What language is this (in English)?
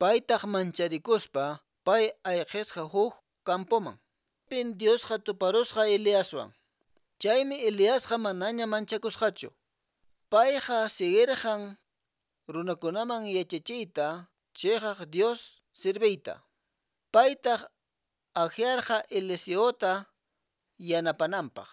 Quechua